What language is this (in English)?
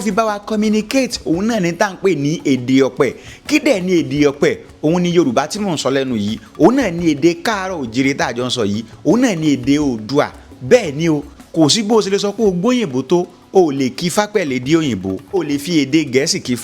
Yoruba